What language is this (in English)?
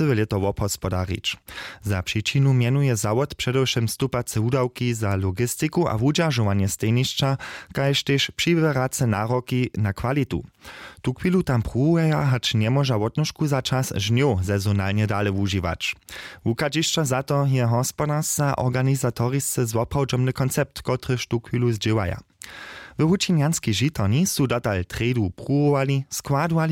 Upper Sorbian